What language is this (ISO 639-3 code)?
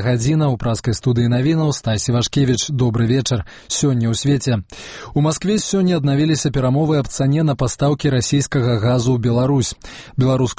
bel